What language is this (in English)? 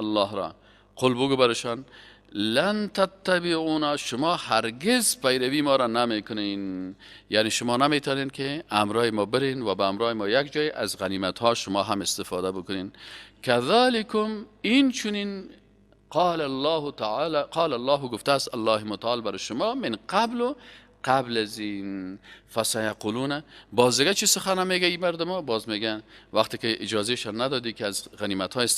Persian